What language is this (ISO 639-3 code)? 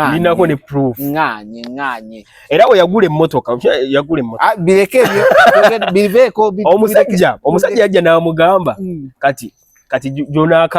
lug